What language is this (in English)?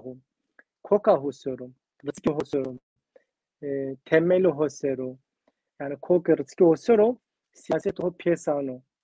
Zaza